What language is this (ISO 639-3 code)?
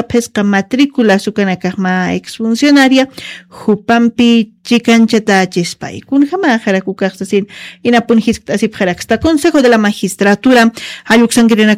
aym